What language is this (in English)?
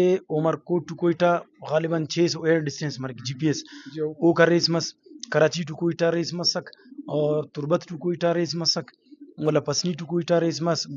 Brahui